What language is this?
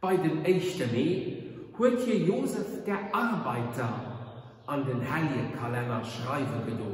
Luxembourgish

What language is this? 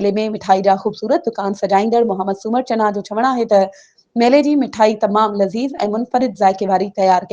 Sindhi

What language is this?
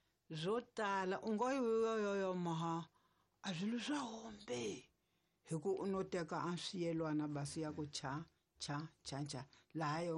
Tsonga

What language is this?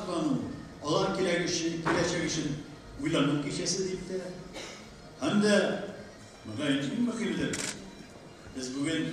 Tatar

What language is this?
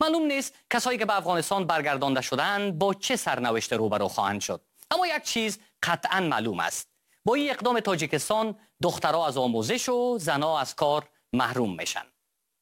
Persian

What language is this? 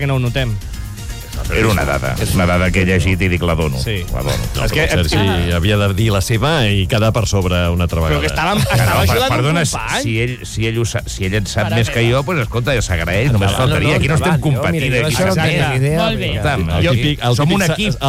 Catalan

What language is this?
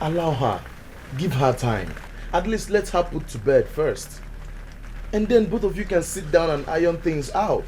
Nigerian Pidgin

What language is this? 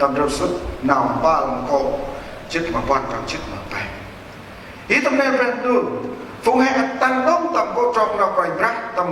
Central Mnong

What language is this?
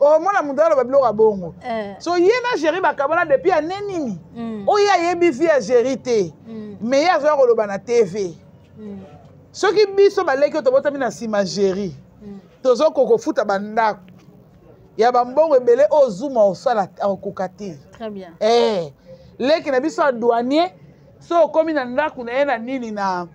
Lingala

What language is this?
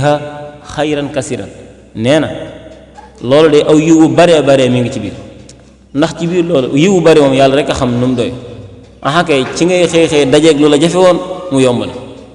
Wolof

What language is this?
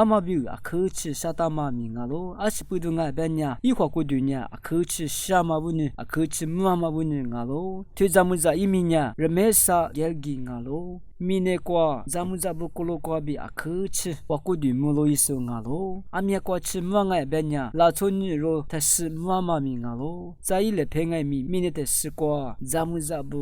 Lisu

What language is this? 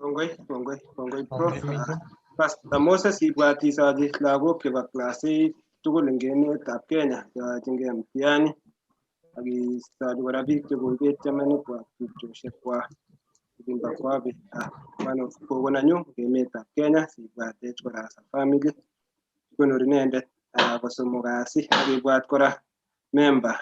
Kalenjin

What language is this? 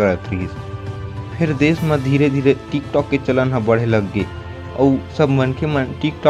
Chhattisgarhi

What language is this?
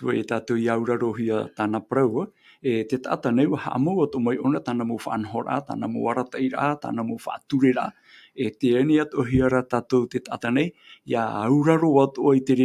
Tahitian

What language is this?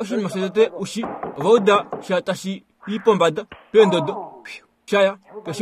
Kuanyama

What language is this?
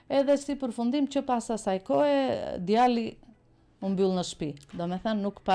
Albanian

